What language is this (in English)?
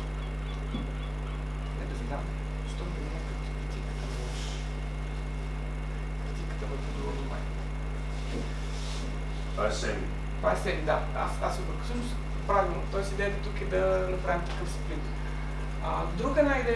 Bulgarian